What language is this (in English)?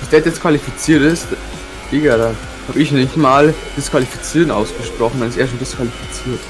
Bavarian